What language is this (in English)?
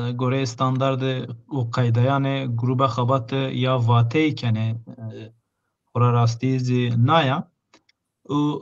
Zaza